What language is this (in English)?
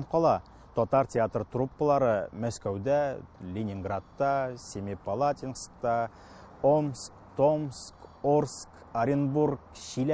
Tatar